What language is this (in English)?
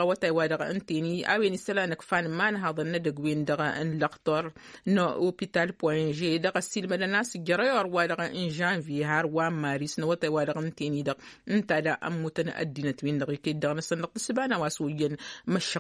Tamasheq